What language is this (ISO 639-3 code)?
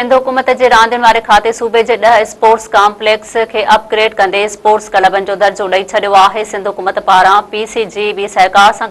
snd